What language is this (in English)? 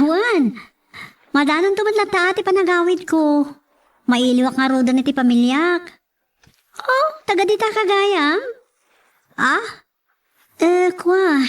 Iloko